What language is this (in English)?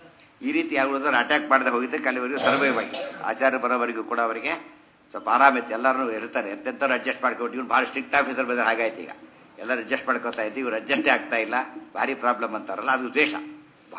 Kannada